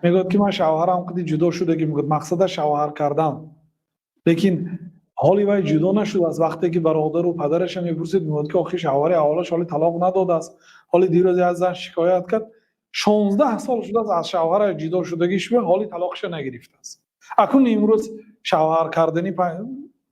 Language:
Tajik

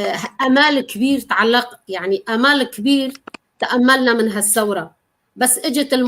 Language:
North Levantine Arabic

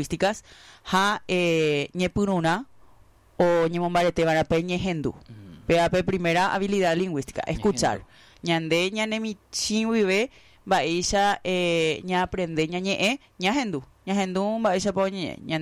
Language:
Guarani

